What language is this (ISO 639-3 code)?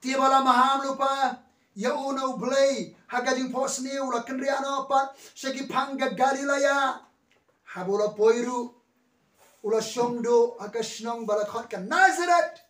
kha